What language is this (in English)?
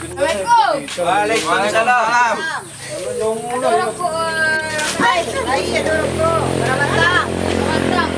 Minangkabau